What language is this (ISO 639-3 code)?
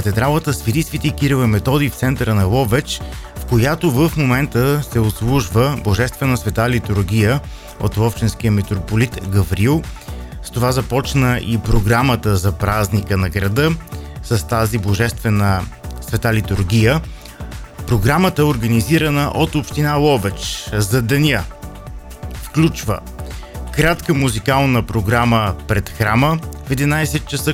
bul